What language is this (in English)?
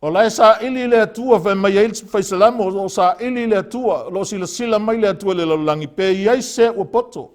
Samoan